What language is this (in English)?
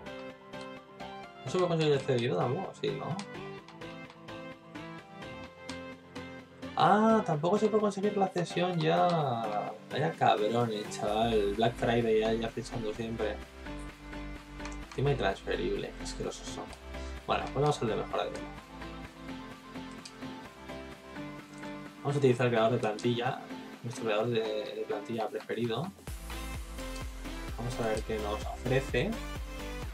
Spanish